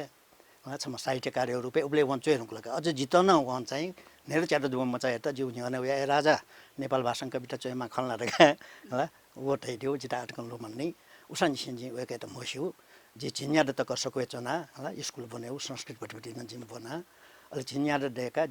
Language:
Newari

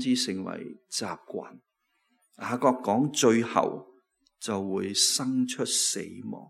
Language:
Cantonese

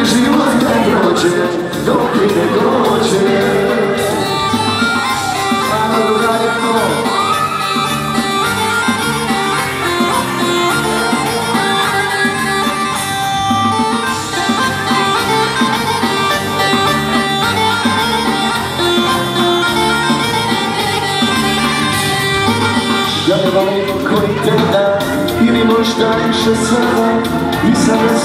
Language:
Serbian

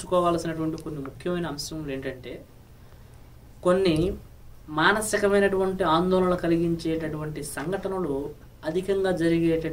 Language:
Telugu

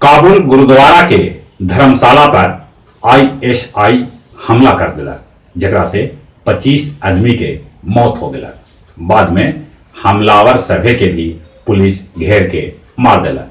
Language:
Magahi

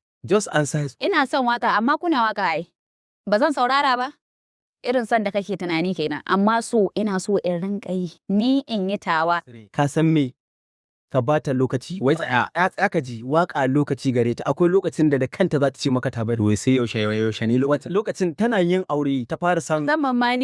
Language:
Hausa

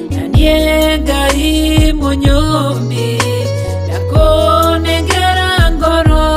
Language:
Kikuyu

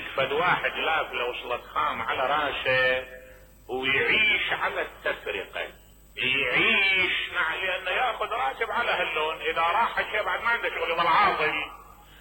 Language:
Mesopotamian Arabic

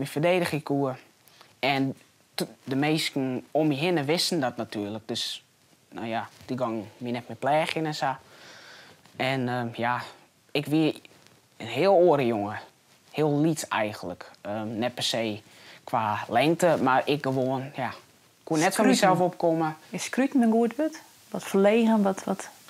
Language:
Western Frisian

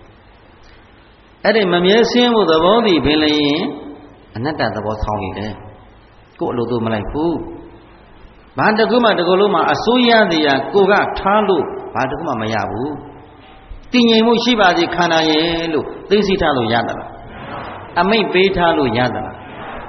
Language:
Burmese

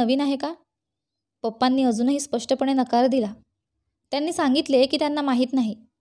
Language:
Marathi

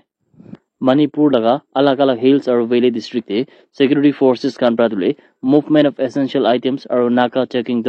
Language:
Naga Pidgin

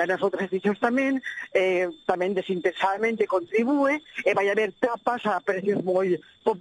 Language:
Galician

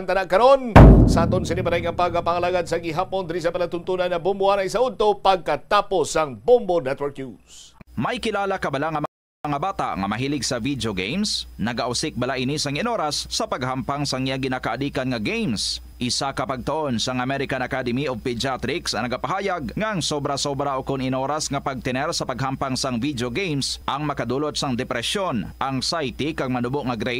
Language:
Hiligaynon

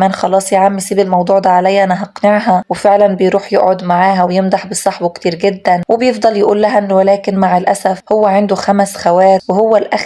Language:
Egyptian Arabic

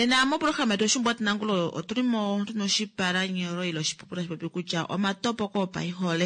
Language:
Kuanyama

